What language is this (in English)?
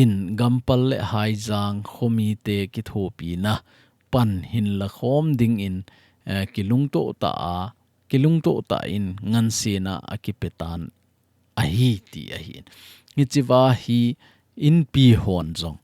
Thado Chin